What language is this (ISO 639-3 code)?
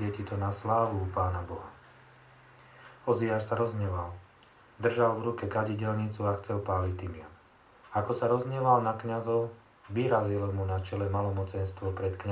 slk